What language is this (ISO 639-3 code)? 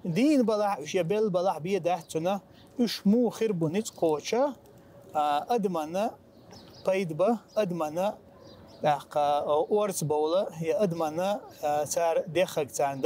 che